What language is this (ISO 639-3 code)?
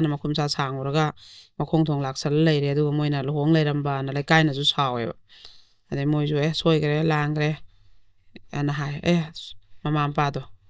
mni